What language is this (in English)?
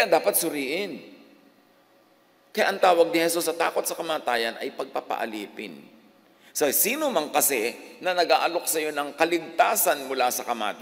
Filipino